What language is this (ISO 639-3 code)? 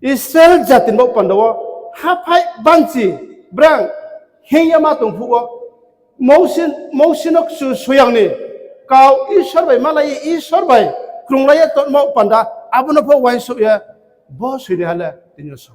ria